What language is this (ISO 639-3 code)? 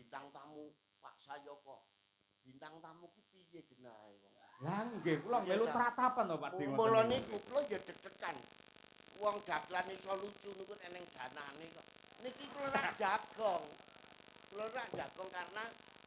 jav